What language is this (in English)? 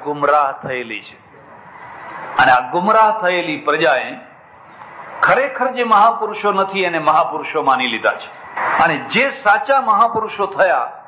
Gujarati